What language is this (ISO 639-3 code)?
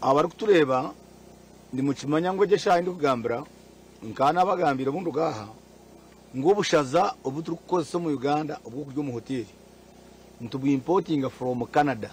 nyn